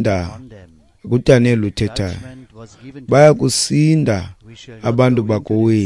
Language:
Xhosa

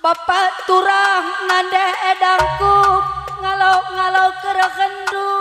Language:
Batak Karo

